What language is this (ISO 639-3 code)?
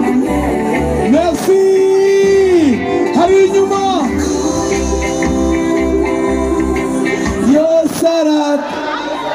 run